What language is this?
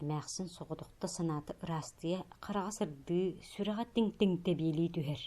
Yakut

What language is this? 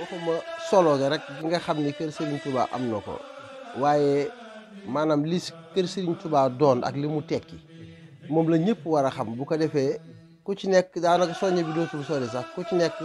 Wolof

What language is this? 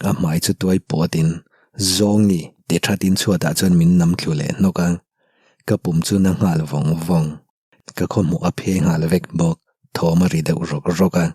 Mizo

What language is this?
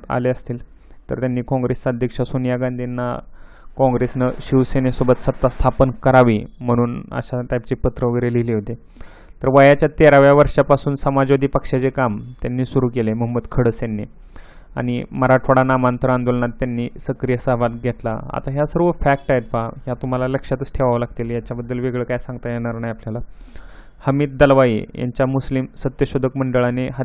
Marathi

